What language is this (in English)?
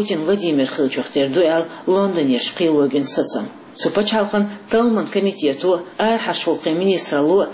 Chechen